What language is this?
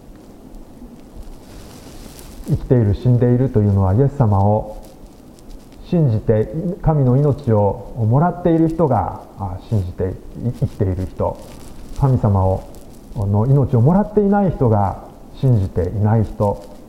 Japanese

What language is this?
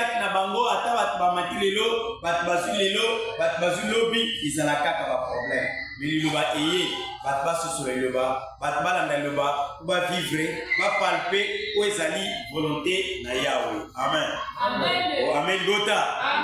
Lingala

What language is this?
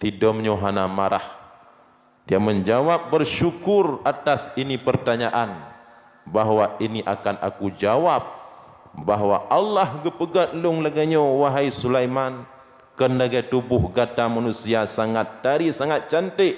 Achinese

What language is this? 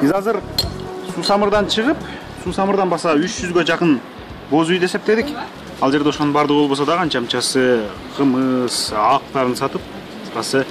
Kyrgyz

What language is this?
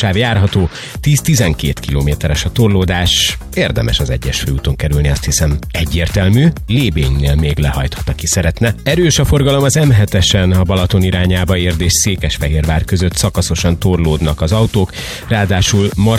Hungarian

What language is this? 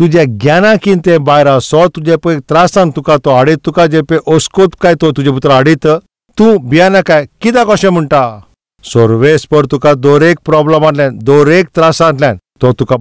Konkani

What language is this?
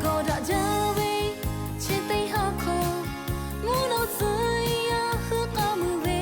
Lahu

